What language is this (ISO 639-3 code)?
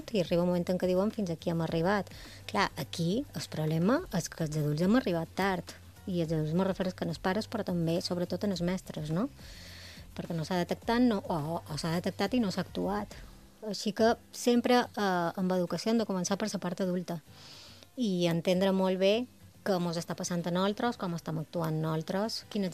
cat